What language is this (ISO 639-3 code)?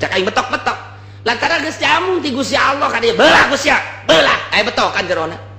sun